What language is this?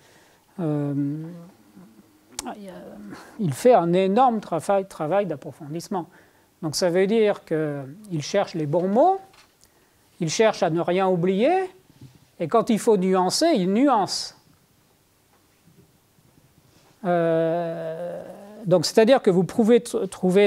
French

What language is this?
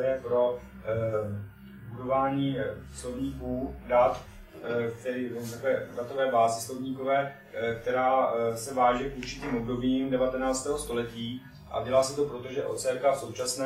Czech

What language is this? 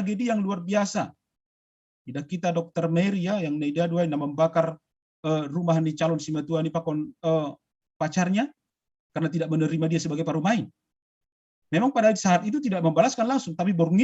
Batak Simalungun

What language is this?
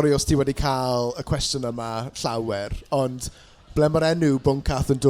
Welsh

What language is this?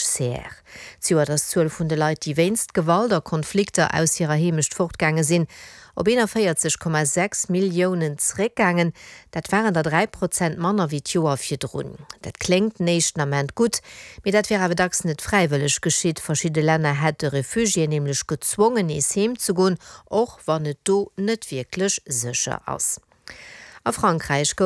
Luxembourgish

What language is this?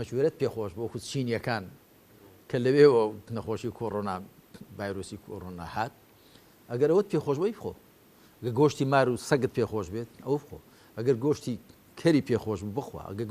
Central Kurdish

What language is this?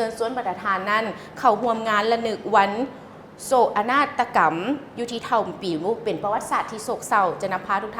Lao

